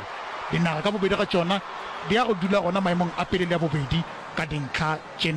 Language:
Northern Sotho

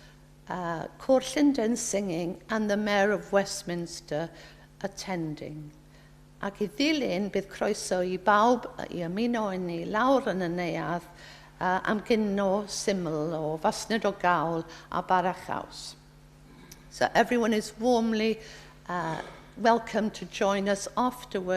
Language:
Welsh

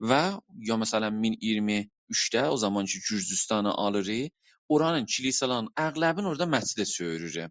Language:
South Azerbaijani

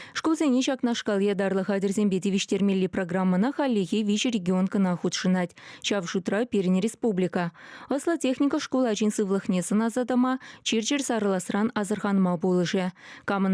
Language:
Chuvash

